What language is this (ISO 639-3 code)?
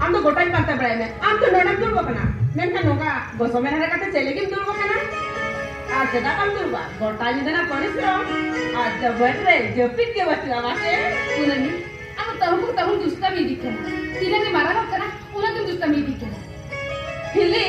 sat